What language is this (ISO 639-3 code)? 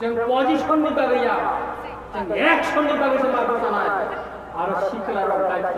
trp